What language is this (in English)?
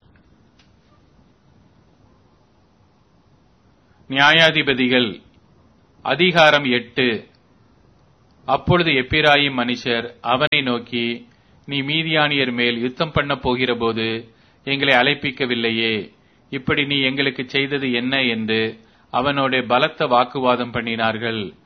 Tamil